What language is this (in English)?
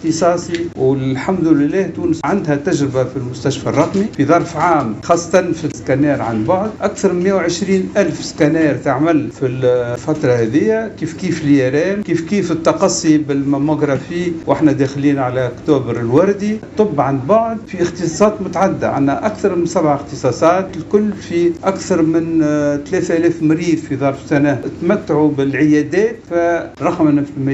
Tunisian Arabic